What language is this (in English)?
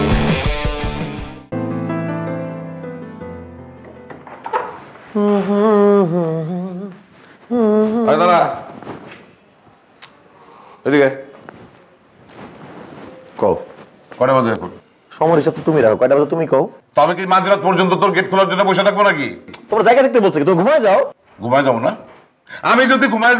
Bangla